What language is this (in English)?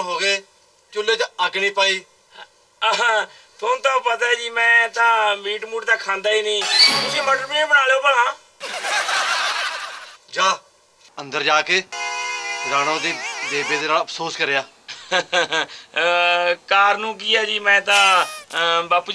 Punjabi